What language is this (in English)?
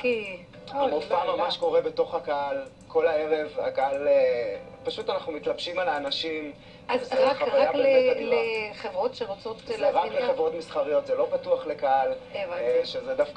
Hebrew